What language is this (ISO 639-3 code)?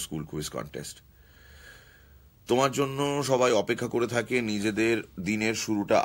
ben